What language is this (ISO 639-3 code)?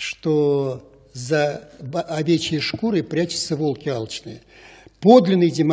rus